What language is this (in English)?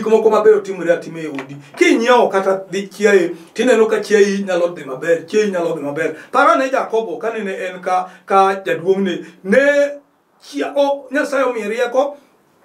Luo (Kenya and Tanzania)